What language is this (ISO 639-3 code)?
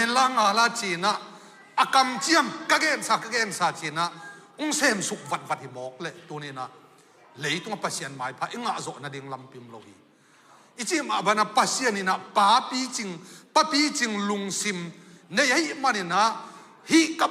ctd